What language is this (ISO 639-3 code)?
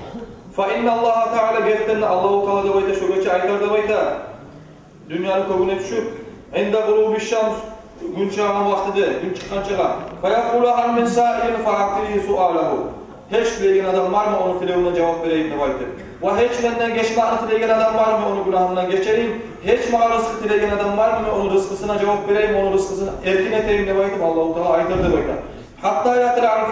kum